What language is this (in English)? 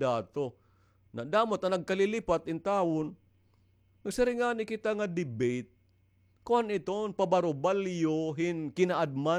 Waray